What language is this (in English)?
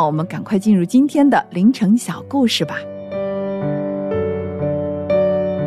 Chinese